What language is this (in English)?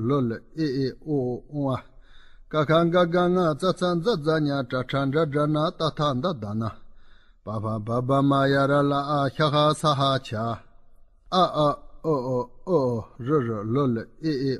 Chinese